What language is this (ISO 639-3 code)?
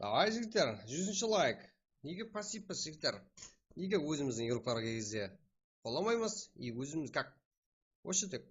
kaa